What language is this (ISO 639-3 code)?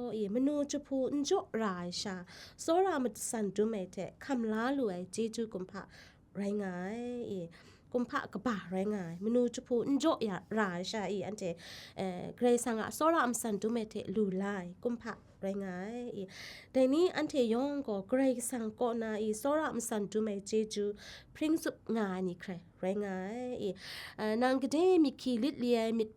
kac